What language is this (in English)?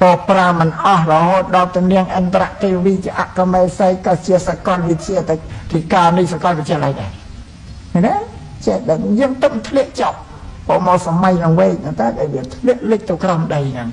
Khmer